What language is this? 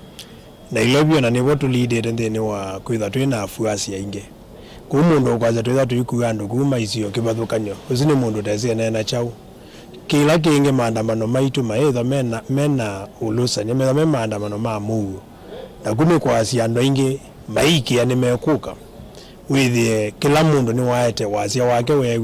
Kamba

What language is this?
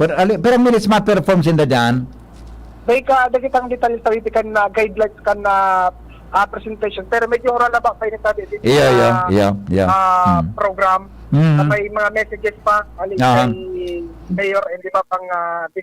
Bikol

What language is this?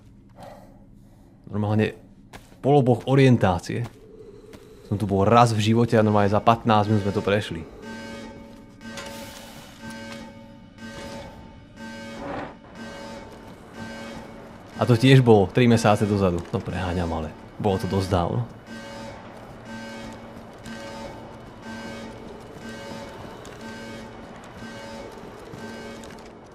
Slovak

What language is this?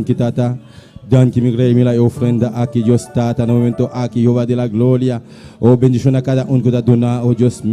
Papiamento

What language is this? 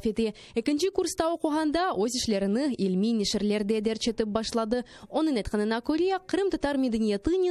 Crimean Tatar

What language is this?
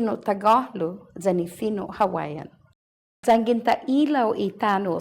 Chamorro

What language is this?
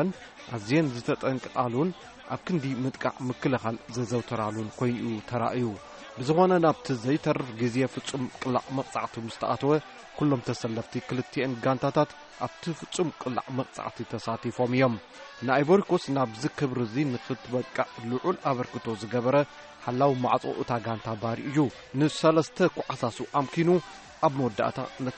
Tigrinya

